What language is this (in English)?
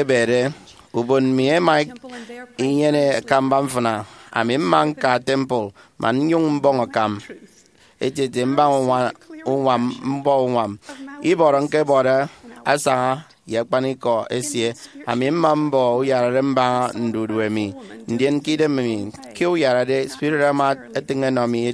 Efik